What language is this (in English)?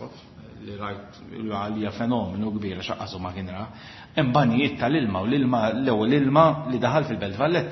Maltese